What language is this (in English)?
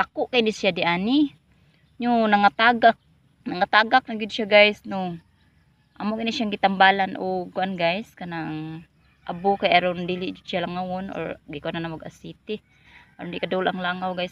Cebuano